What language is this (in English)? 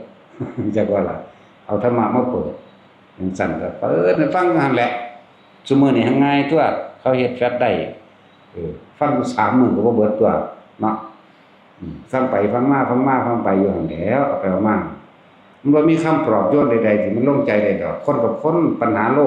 Northeastern Thai